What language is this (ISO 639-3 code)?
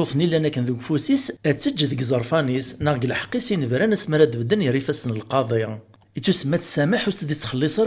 kab